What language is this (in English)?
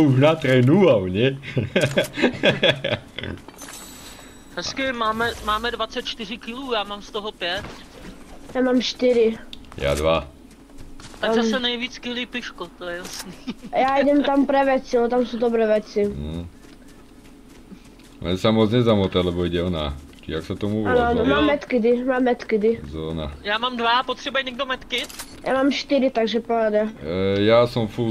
Czech